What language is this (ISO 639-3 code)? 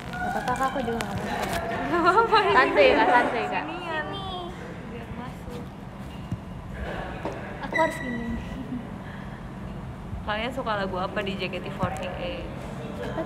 ind